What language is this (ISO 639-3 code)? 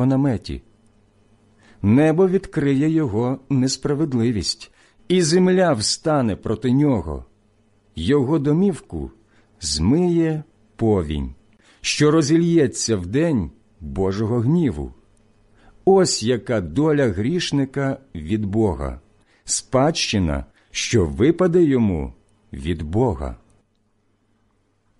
ukr